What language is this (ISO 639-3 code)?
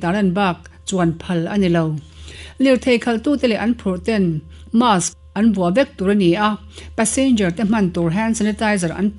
lus